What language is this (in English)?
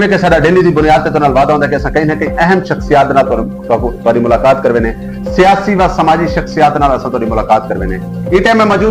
Saraiki